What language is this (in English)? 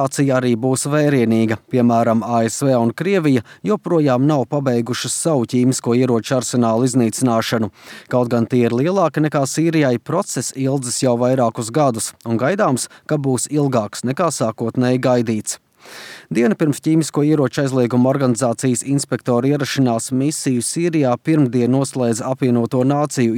Latvian